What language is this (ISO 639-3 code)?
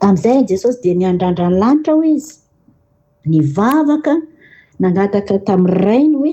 mlg